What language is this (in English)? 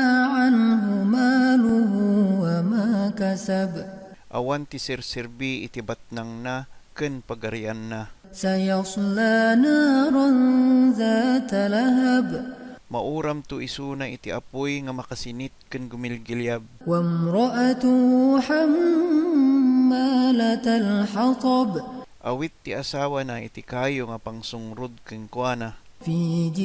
Iloko